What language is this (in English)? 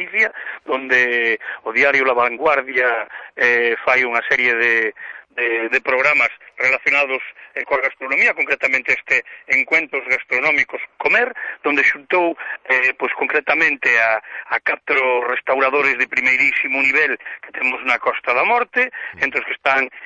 Galician